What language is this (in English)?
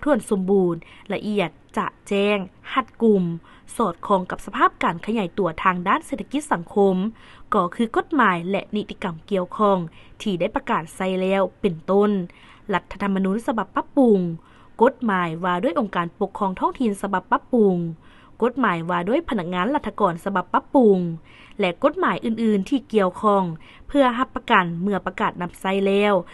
Lao